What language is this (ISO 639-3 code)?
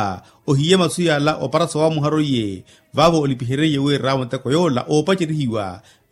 vmw